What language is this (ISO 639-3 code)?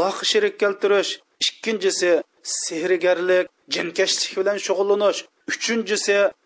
uig